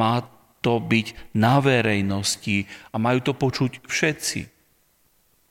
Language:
Slovak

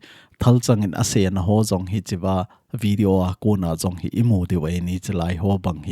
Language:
Thado Chin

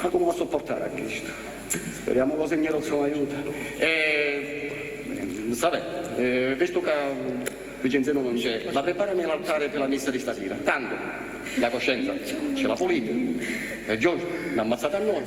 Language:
Sicilian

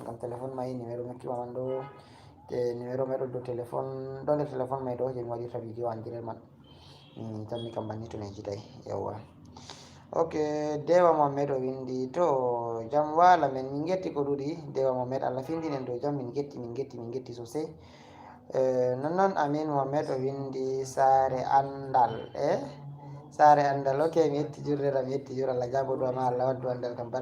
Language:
Fula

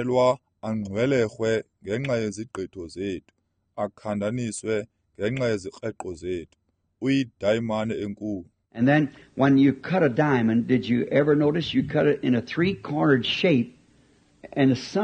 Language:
Xhosa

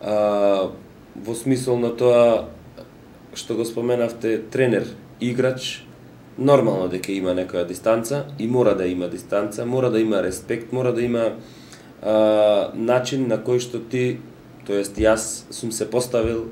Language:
Macedonian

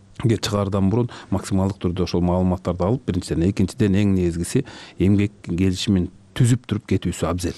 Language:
Kyrgyz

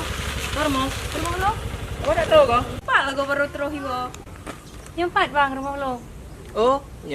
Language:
Achinese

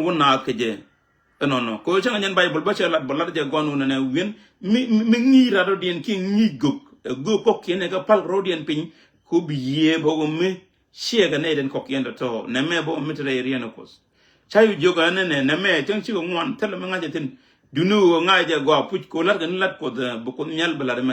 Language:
Nuer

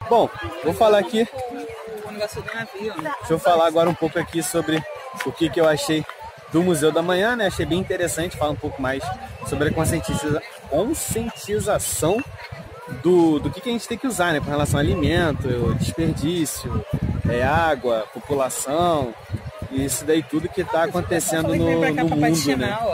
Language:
Portuguese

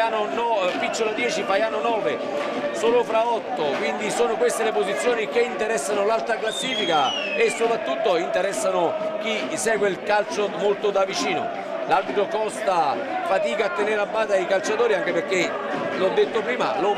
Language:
Italian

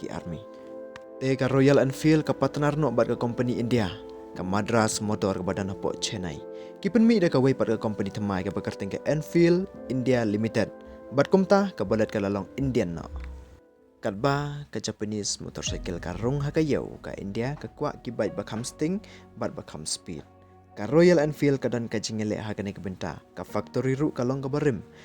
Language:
Khasi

